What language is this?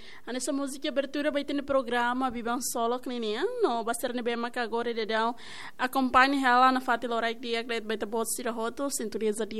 Tetum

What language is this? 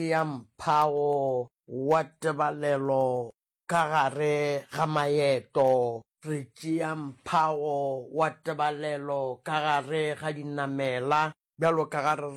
Northern Sotho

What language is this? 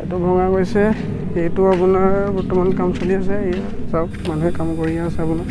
Assamese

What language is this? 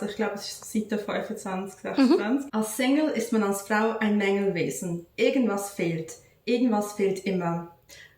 Swiss German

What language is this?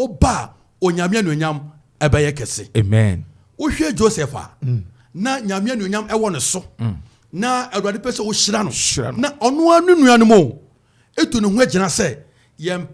Akan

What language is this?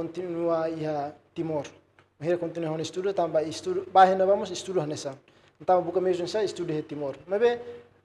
Tetum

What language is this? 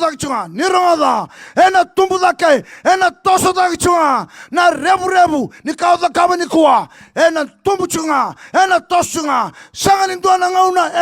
Fijian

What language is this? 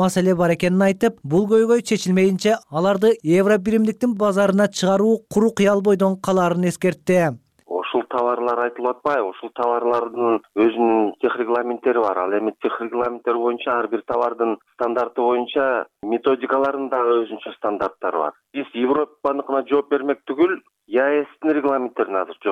Kyrgyz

